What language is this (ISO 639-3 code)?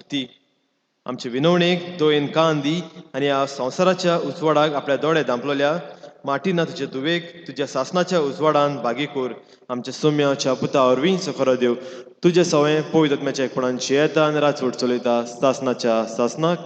kok